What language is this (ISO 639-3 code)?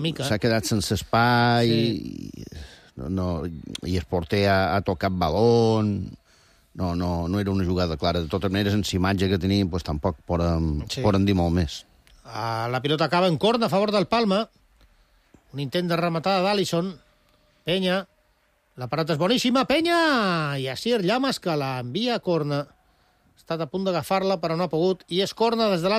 cat